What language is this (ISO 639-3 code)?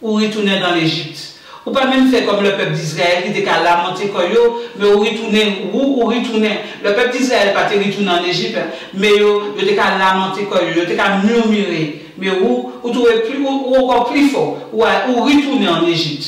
gcf